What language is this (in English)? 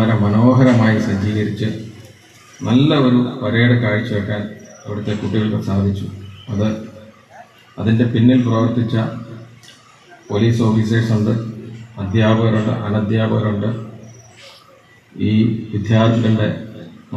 Malayalam